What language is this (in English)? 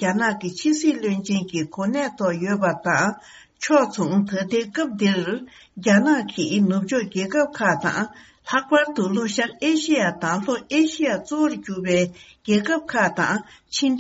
Tibetan